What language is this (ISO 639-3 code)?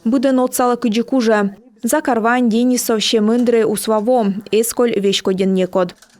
kom